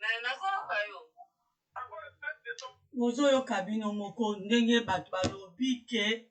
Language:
Lingala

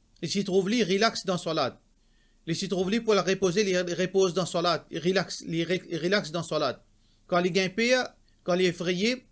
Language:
Morisyen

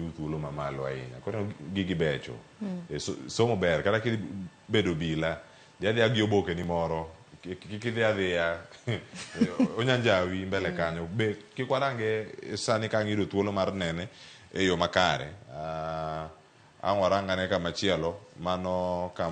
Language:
Luo (Kenya and Tanzania)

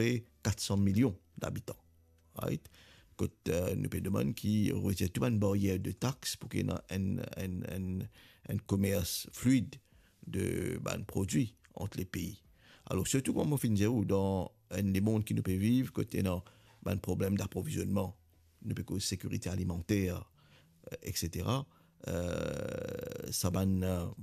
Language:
Morisyen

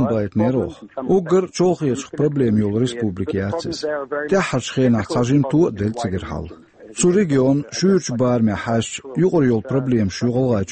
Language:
Chechen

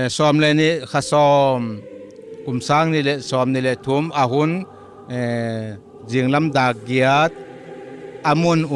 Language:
Paite Chin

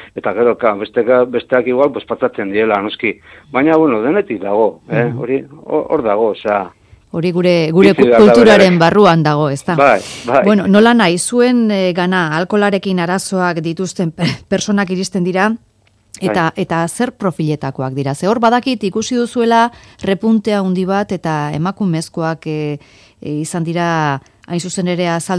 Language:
Basque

